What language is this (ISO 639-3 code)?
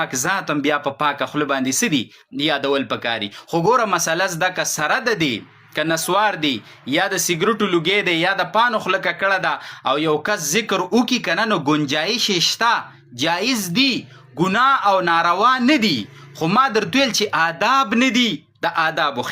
pus